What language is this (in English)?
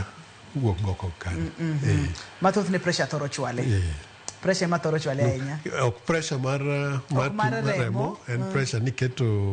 Luo (Kenya and Tanzania)